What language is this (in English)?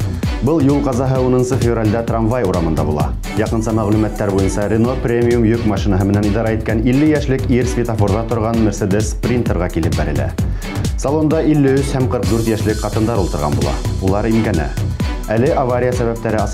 Bashkir